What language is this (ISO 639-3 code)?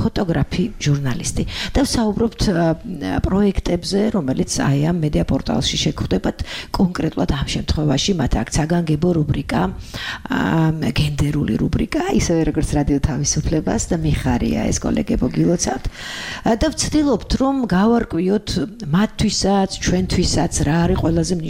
kat